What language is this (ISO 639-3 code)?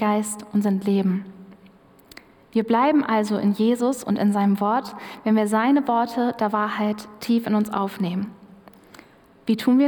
deu